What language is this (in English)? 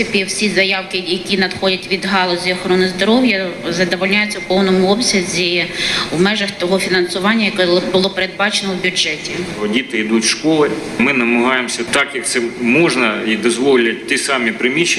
Ukrainian